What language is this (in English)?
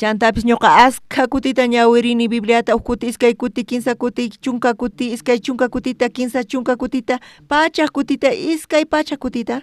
South Bolivian Quechua